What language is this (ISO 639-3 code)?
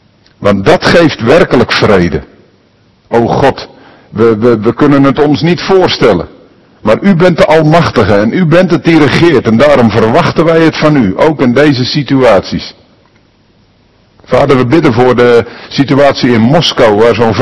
nld